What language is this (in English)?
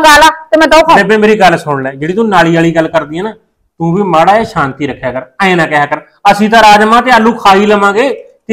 Punjabi